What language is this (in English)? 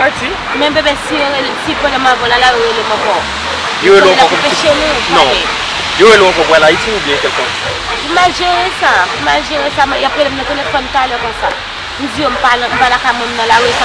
Haitian Creole